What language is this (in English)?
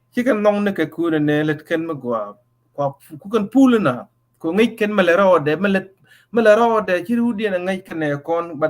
Nuer